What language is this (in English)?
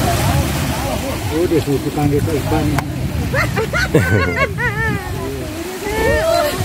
Indonesian